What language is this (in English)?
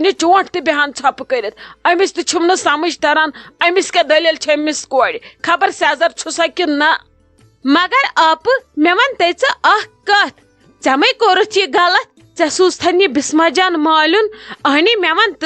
Kashmiri